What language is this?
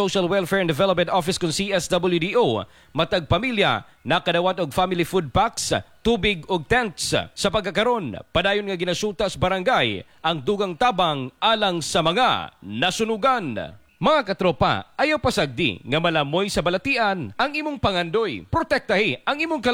Cebuano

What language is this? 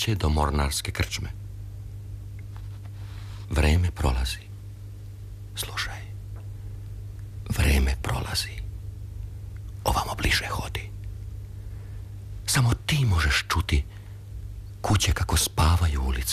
Serbian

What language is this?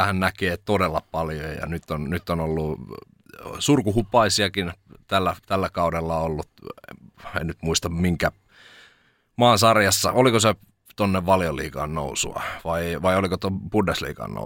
Finnish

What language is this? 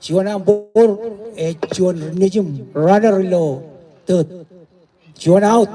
Marshallese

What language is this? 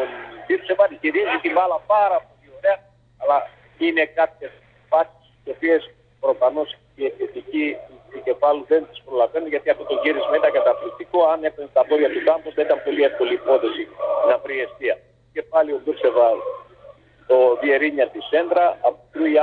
Greek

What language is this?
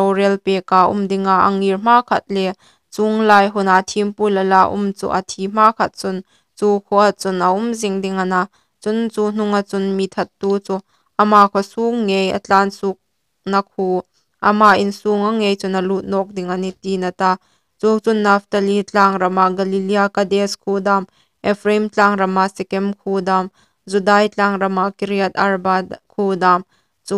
Hmar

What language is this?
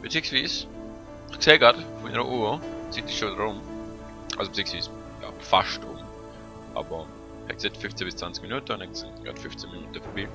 Swiss German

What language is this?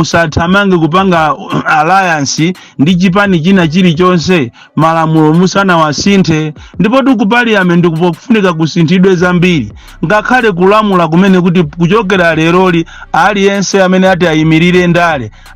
Nyanja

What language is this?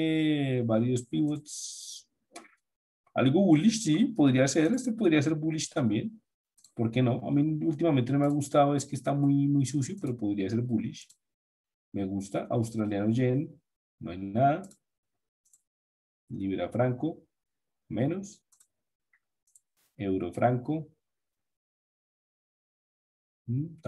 Spanish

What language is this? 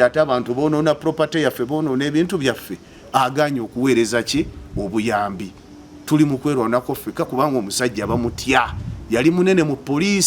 Ganda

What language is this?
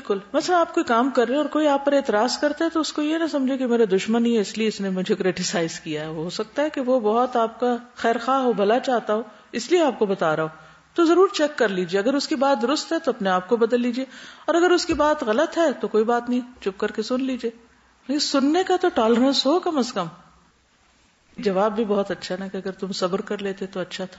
Urdu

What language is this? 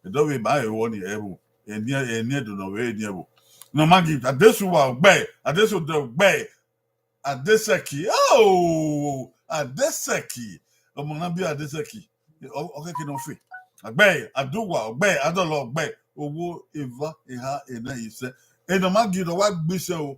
Bini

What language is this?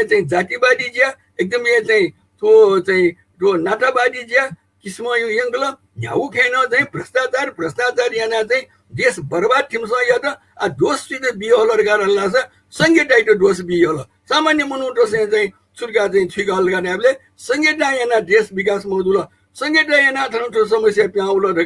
Newari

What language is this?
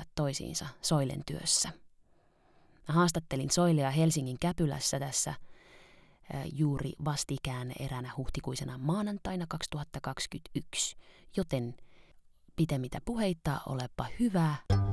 Finnish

